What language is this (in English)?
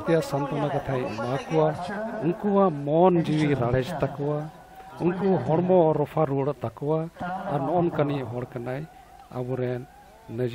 Santali